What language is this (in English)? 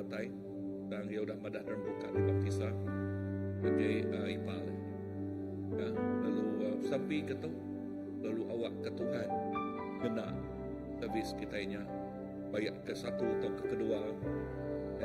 Iban